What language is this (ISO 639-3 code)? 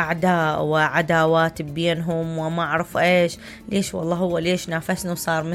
acm